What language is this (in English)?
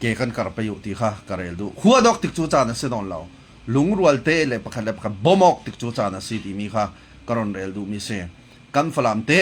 Falam Chin